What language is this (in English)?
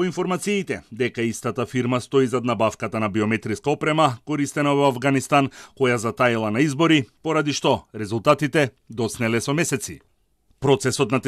Macedonian